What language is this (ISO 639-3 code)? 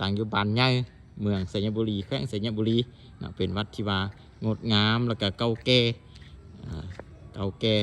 lao